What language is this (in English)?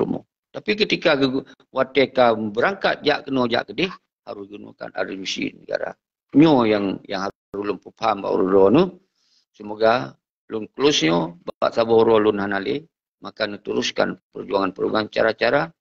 Achinese